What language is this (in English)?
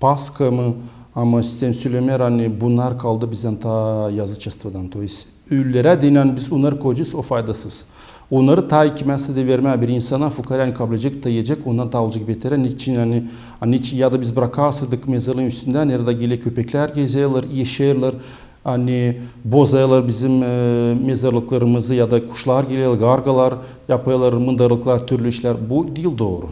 Gagauz